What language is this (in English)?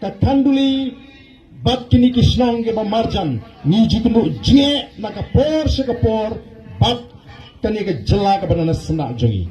Khasi